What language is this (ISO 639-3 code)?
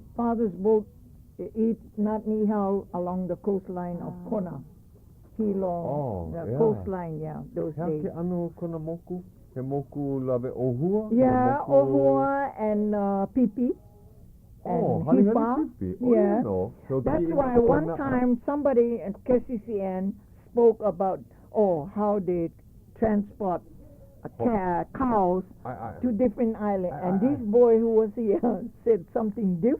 haw